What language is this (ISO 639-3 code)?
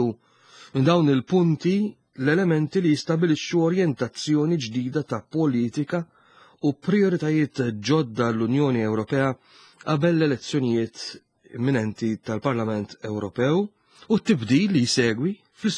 mlt